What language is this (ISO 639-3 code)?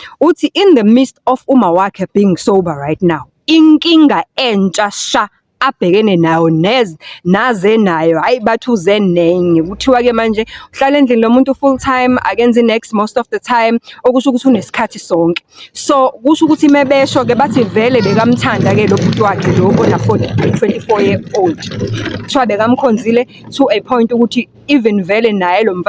zul